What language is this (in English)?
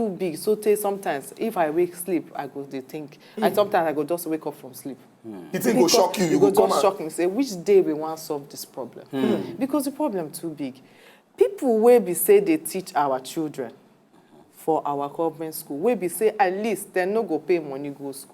Nigerian Pidgin